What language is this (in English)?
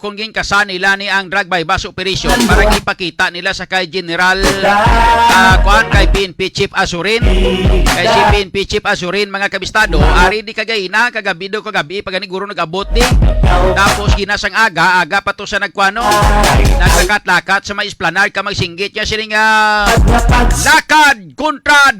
Hiligaynon